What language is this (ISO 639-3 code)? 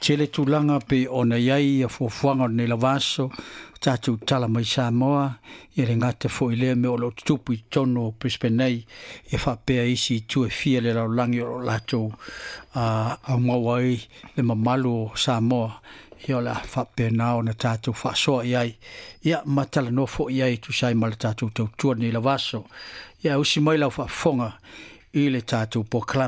smo